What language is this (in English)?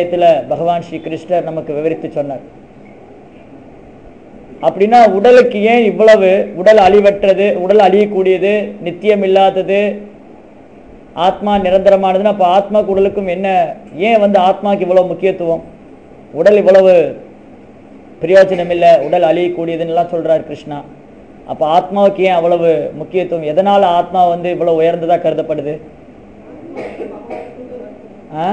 Tamil